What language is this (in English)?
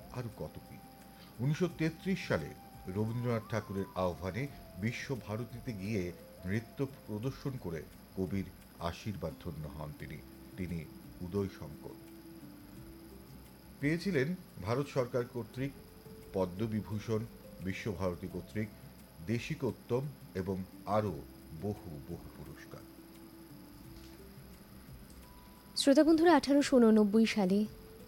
Bangla